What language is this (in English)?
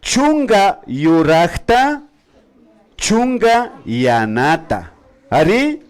Imbabura Highland Quichua